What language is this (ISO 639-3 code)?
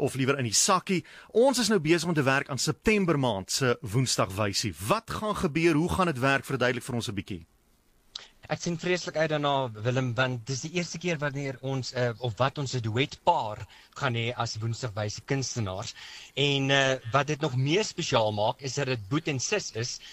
afr